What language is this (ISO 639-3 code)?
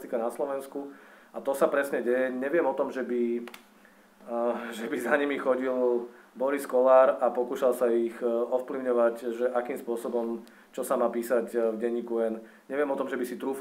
slk